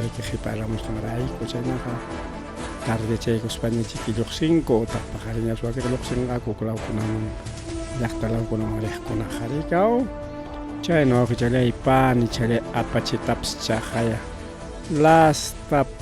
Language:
Ayacucho Quechua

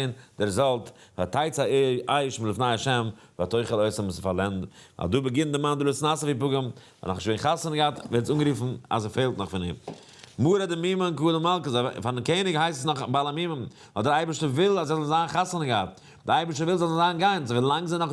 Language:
Yiddish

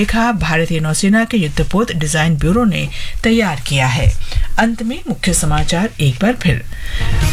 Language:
Hindi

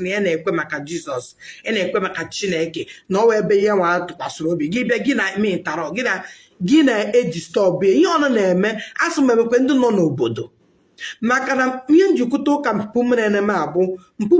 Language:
Igbo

